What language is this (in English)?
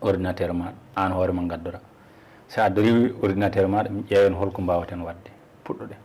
Fula